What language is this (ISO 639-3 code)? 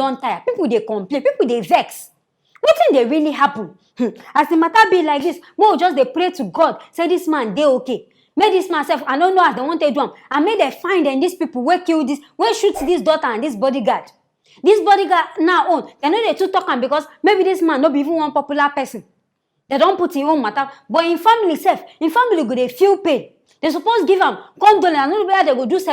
pcm